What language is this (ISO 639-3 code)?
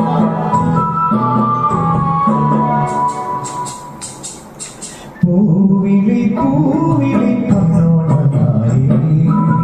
mal